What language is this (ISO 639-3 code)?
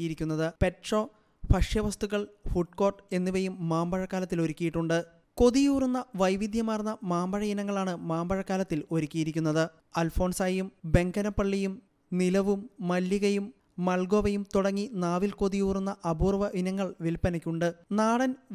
mal